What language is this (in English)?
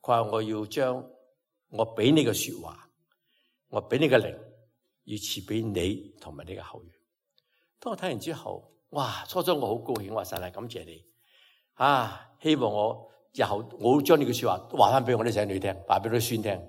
Cantonese